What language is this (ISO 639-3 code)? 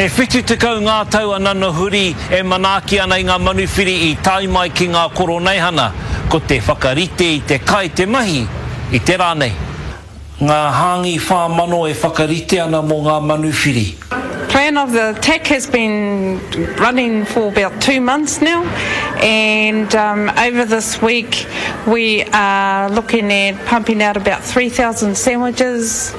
mri